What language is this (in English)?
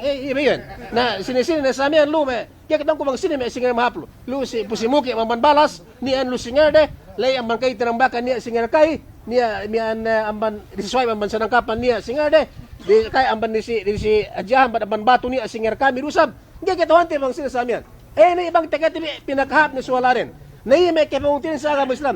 Yakan